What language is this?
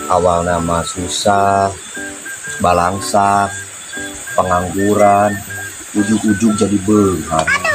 Sundanese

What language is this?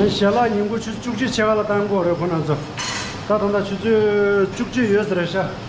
Tibetan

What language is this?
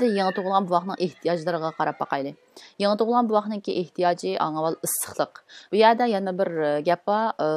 Uyghur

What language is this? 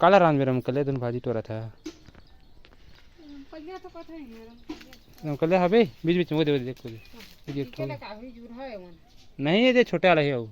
Chhattisgarhi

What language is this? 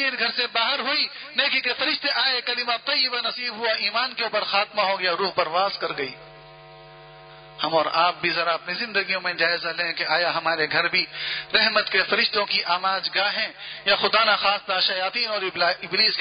Urdu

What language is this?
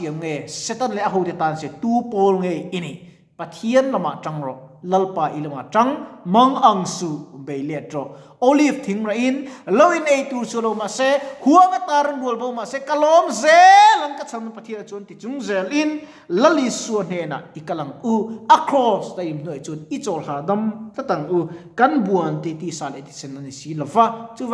Mizo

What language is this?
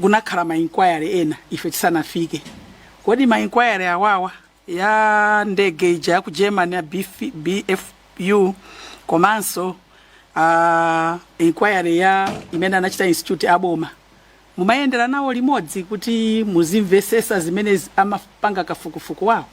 Nyanja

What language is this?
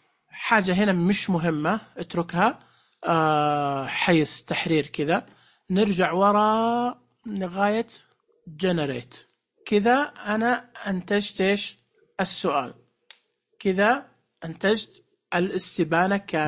Najdi Arabic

